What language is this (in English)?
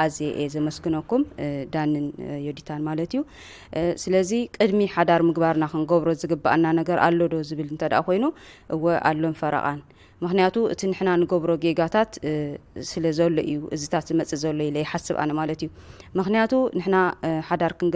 Tigrinya